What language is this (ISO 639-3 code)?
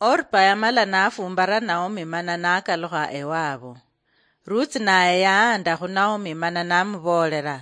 luy